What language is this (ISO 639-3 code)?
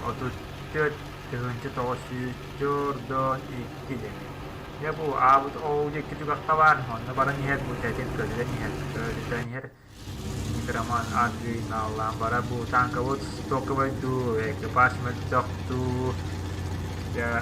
sah